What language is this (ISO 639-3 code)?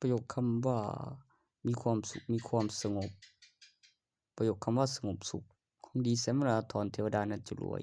lao